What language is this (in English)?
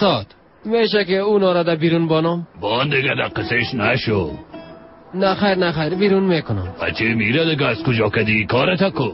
Persian